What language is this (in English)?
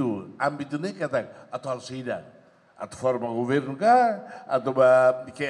Tetum